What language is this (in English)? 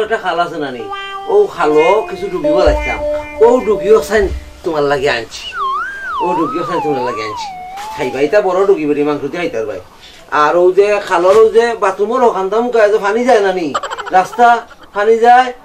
Sylheti